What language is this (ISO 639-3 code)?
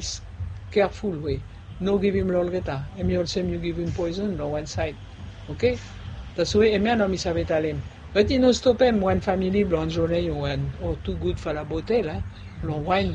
bis